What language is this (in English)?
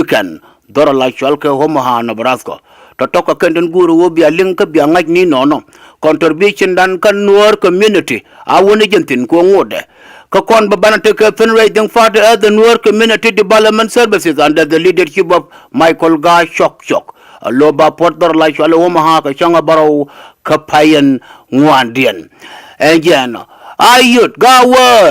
Nuer